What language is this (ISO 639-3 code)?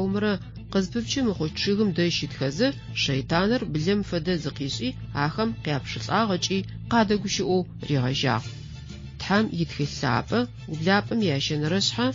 ady